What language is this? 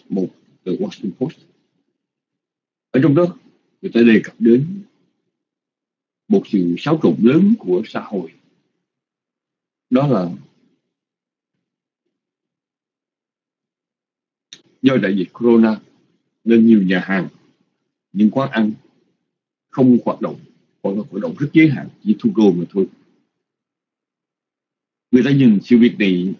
Vietnamese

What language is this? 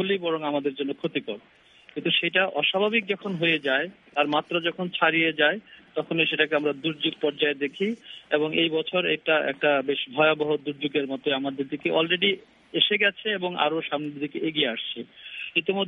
Bangla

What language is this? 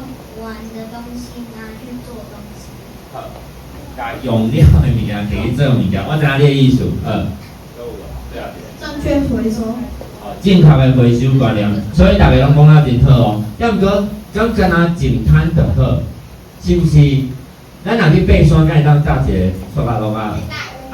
Min Nan Chinese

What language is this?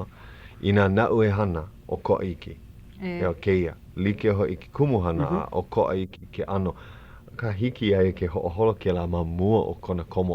Hawaiian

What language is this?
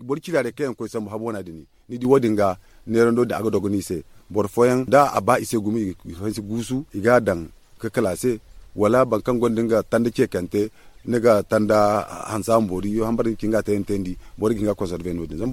Zarma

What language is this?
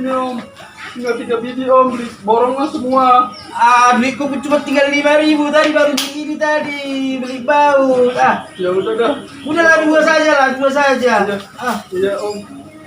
Betawi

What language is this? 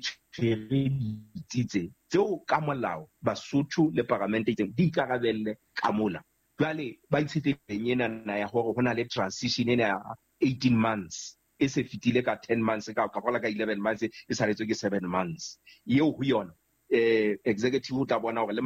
Southern Sotho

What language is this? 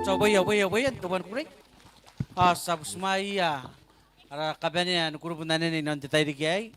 Gilbertese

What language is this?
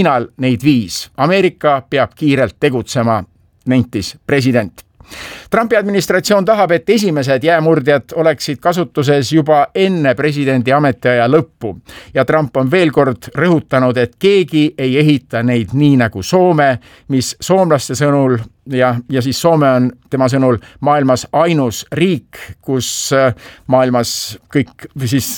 Estonian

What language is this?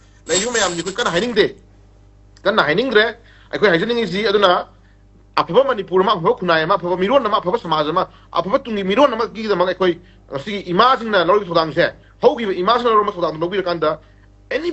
Manipuri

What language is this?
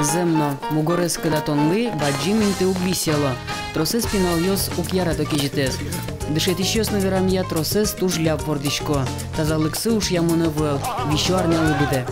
Udmurt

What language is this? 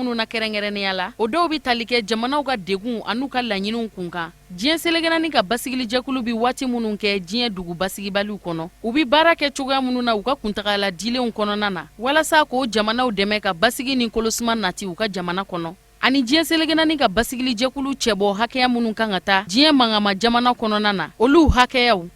Bambara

